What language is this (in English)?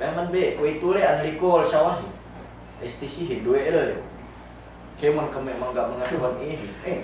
Yakan